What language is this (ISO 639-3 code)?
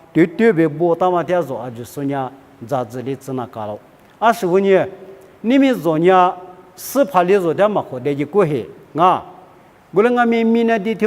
lis